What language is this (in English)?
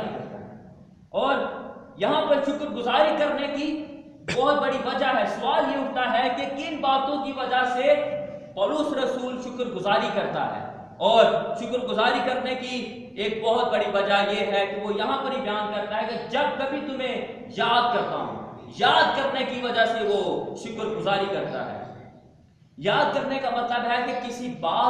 Urdu